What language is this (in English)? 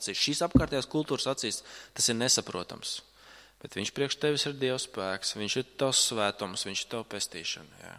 Latvian